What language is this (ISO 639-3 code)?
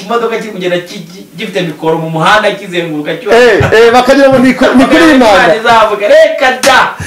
kin